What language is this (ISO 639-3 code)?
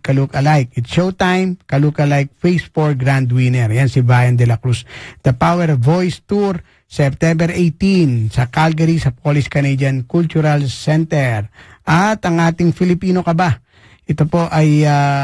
fil